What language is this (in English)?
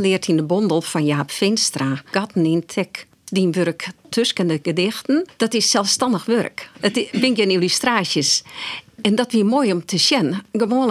Western Frisian